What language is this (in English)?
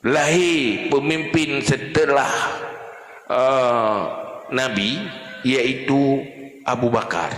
Achinese